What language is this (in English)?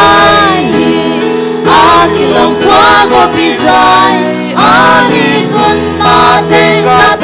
Tedim Chin